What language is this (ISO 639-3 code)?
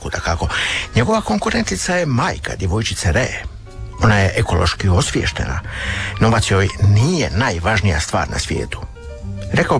hrv